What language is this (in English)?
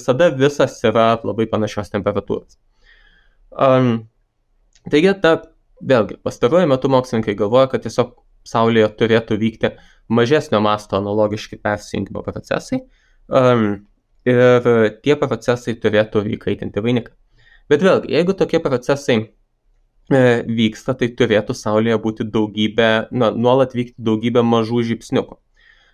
Lithuanian